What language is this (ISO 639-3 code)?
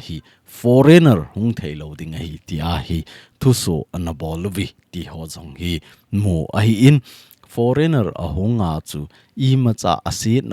tcz